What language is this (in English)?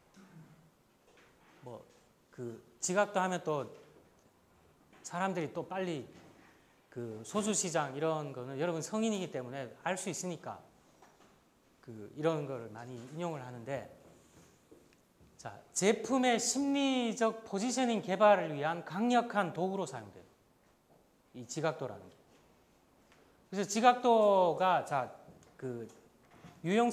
Korean